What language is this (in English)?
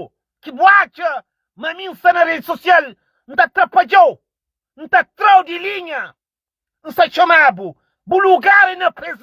Kabuverdianu